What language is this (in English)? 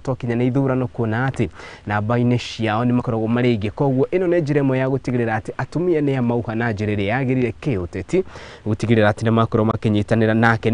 Kikuyu